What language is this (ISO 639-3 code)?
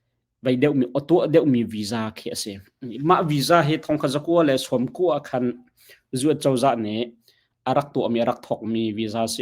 cnh